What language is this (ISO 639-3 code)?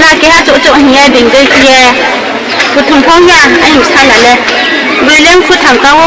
ria